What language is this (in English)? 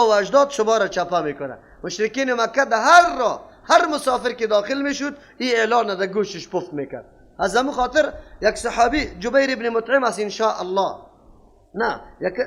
Persian